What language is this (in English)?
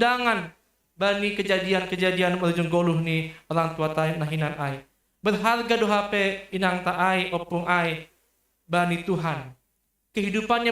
Batak Simalungun